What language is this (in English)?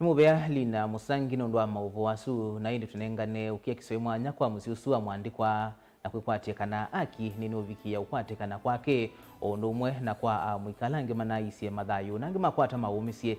Kamba